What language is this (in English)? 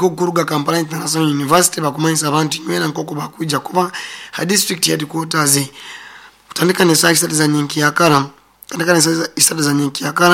Nyoro